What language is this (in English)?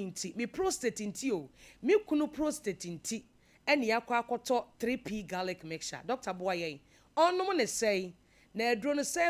Akan